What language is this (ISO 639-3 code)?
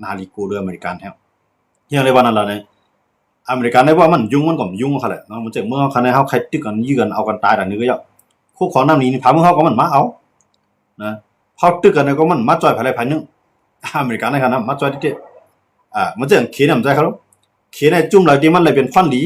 shn